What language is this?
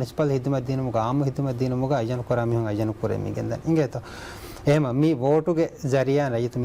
Divehi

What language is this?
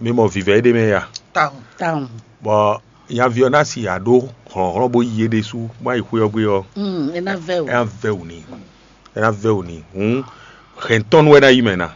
Fon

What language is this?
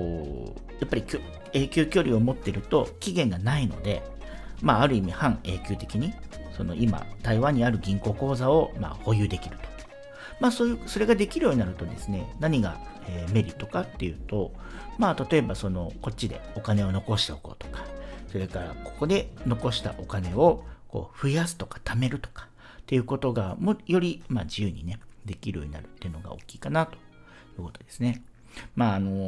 Japanese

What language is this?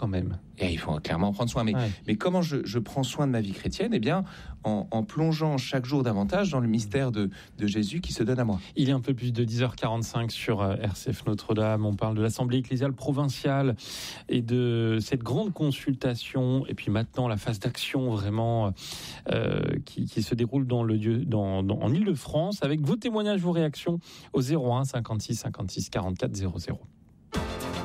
French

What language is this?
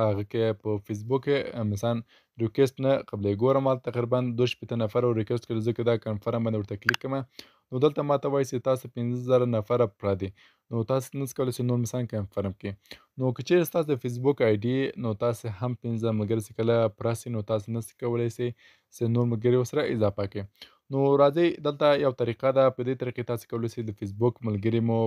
Pashto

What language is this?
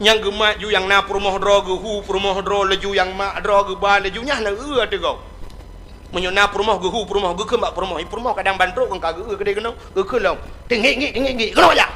Achinese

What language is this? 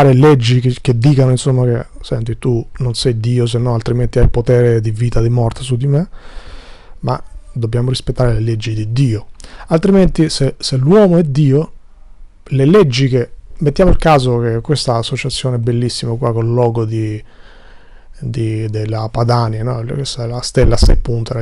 Italian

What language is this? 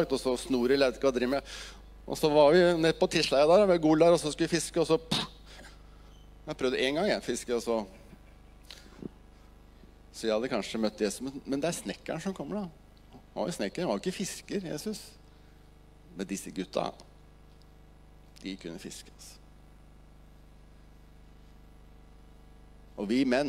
Norwegian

